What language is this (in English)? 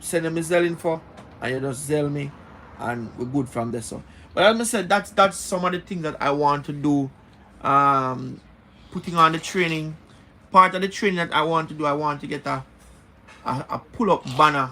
Jamaican Creole English